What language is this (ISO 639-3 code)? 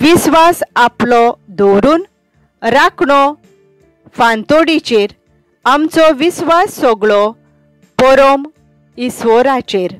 kok